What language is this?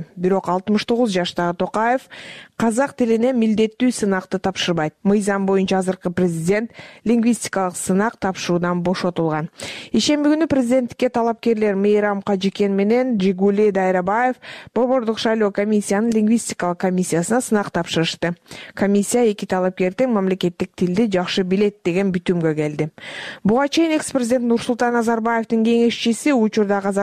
Kyrgyz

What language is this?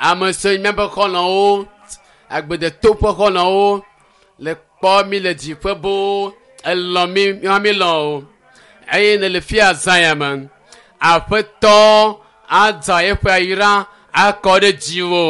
Ewe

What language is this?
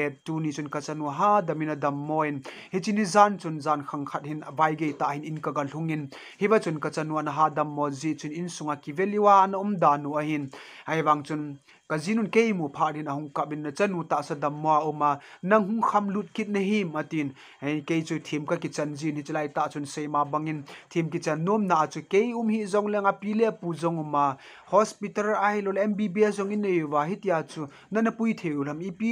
Thado Chin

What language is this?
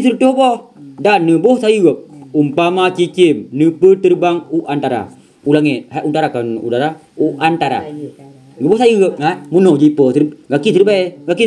Achinese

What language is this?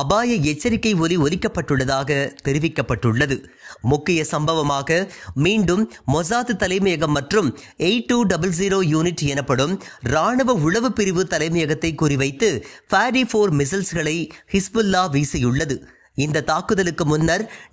Tamil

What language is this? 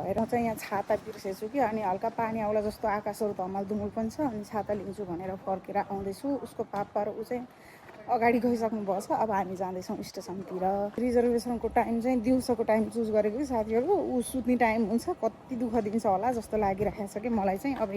Nepali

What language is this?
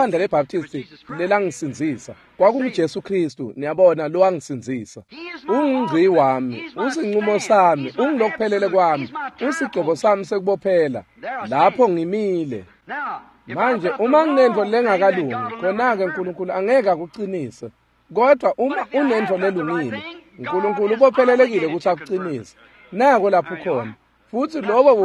Swati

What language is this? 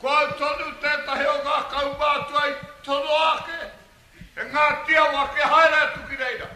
Māori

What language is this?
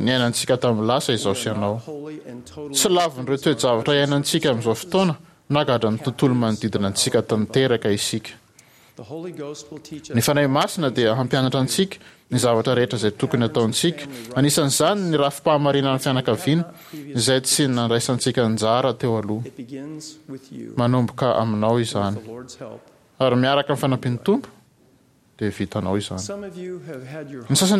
Malagasy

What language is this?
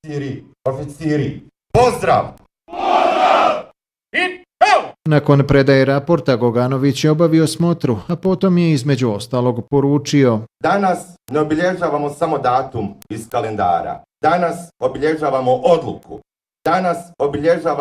Bosnian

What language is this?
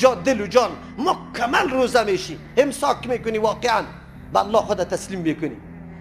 Persian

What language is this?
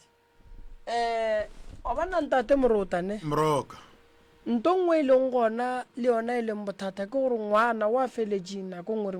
Northern Sotho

